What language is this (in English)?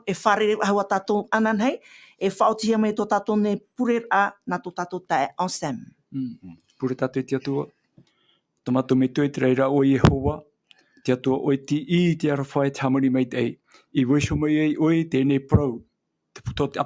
Tahitian